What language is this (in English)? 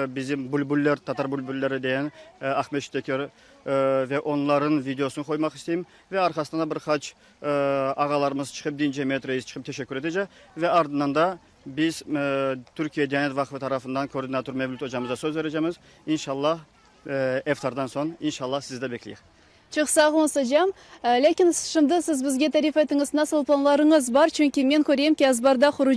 Crimean Tatar